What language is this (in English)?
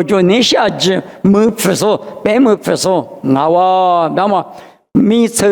Lisu